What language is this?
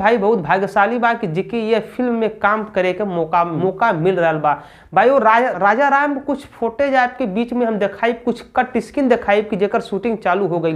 Bhojpuri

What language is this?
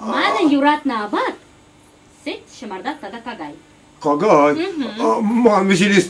Chuvash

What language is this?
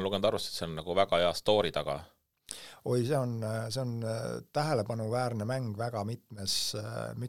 Estonian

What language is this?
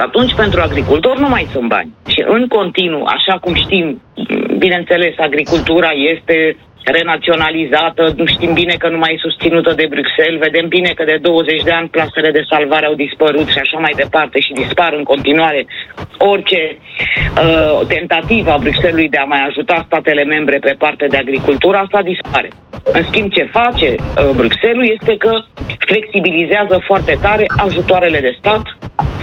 Romanian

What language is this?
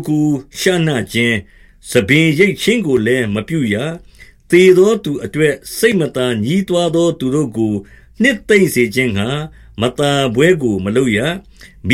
Burmese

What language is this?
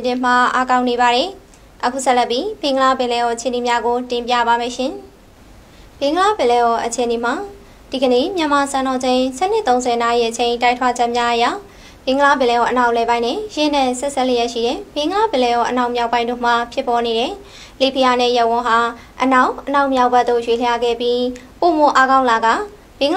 Burmese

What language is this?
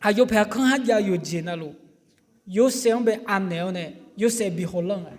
Akha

